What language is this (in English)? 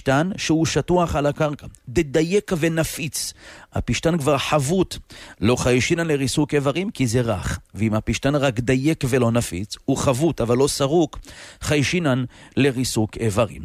Hebrew